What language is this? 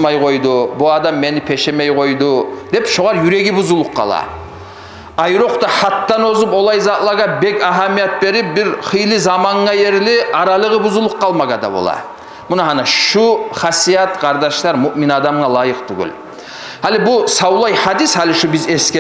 Kumyk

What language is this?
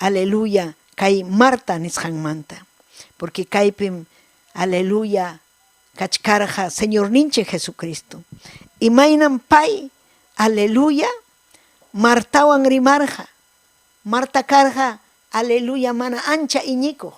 Ayacucho Quechua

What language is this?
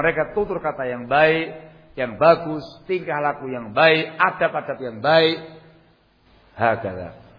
Indonesian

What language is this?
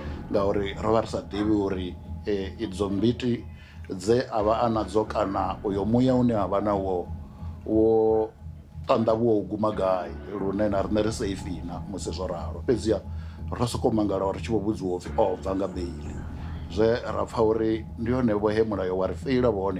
Venda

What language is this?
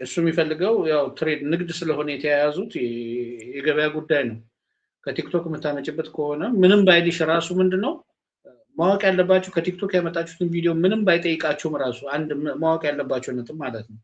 Amharic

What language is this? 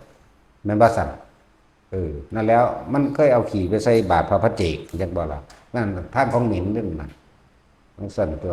Northeastern Thai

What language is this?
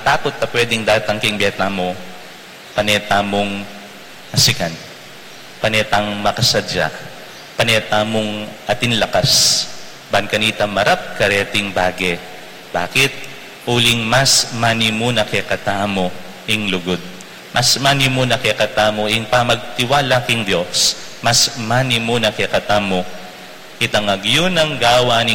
Pampanga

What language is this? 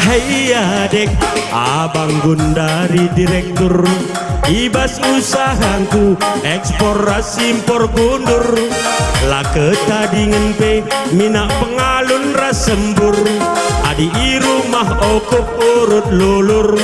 Batak Karo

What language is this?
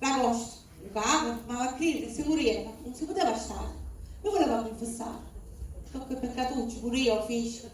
Sicilian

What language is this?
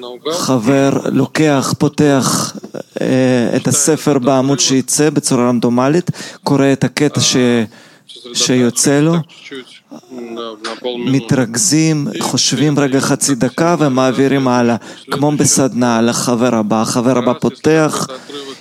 Hebrew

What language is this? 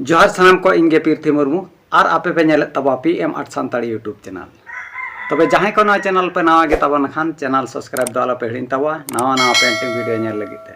Santali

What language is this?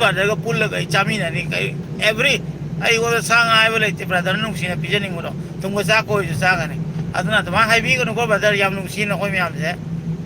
Manipuri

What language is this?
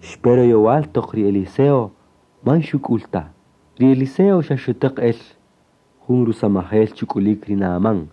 Kaqchikel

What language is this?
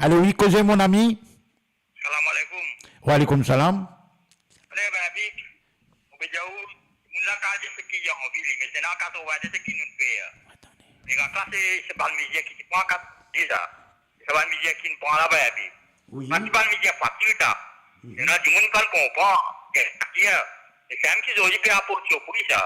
Morisyen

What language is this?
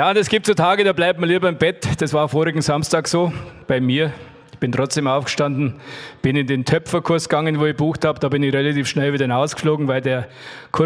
Bavarian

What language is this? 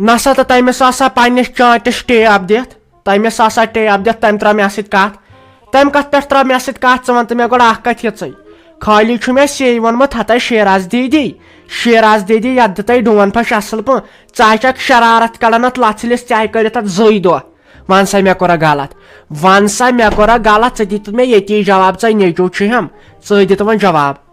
Kashmiri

